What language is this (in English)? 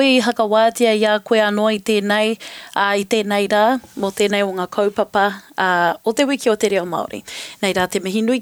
Māori